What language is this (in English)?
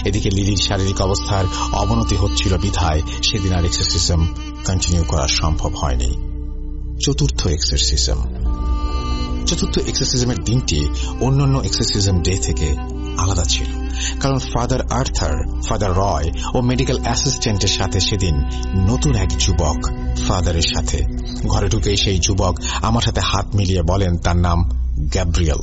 Bangla